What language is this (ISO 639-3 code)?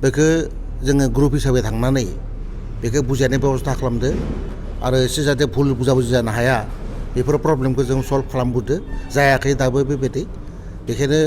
brx